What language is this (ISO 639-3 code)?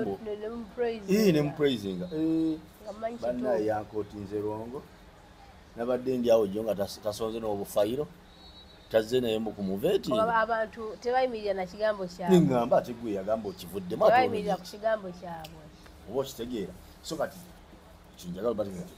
lug